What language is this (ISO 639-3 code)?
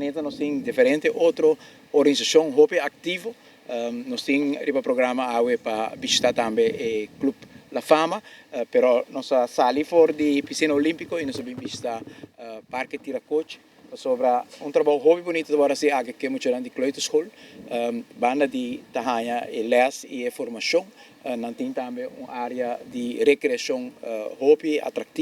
pap